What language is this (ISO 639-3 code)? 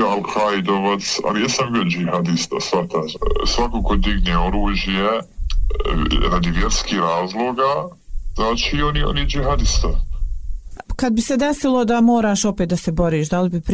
bos